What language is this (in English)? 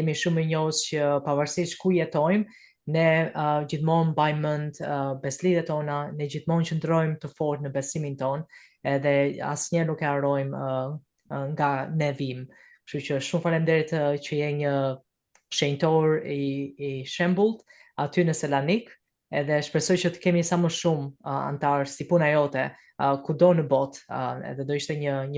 Albanian